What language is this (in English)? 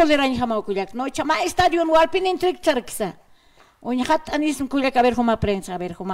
Aymara